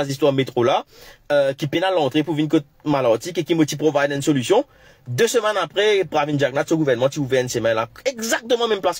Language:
Morisyen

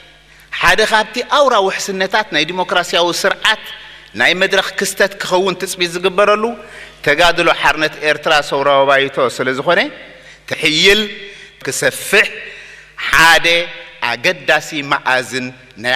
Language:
Tigrinya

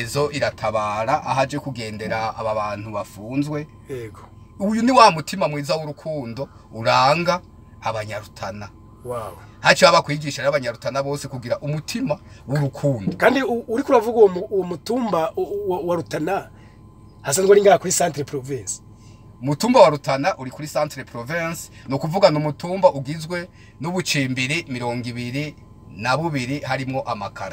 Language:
Rundi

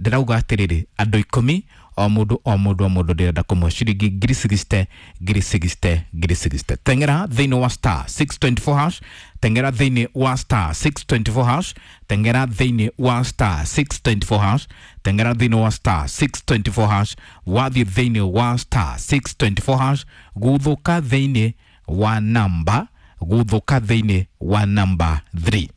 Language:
Kikuyu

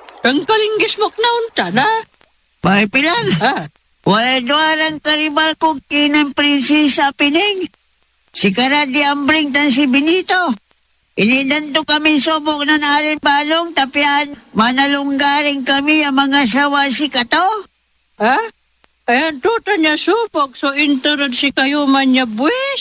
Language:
Pangasinan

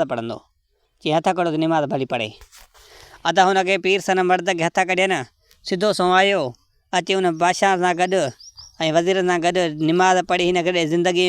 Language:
Sindhi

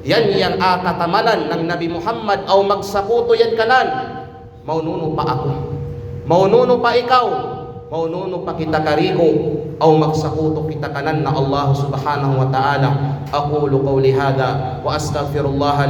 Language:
Kalagan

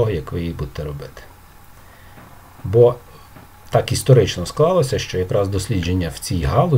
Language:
Ukrainian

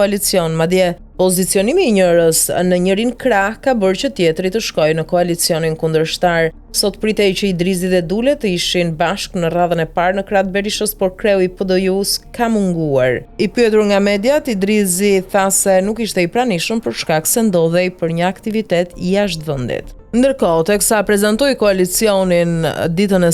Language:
Albanian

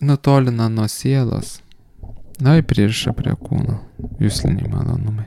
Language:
Lithuanian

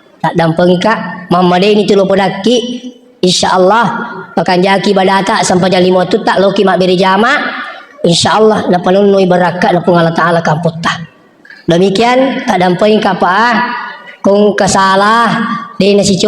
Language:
Buginese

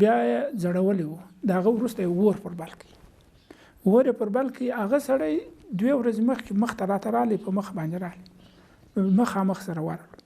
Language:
Pashto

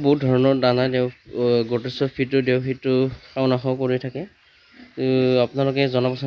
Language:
Assamese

